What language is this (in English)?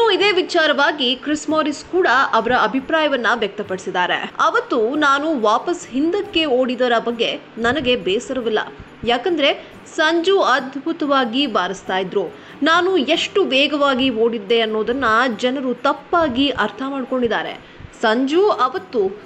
Kannada